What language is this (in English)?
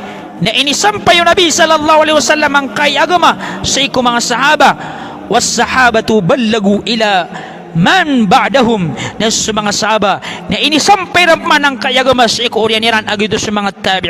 Maranao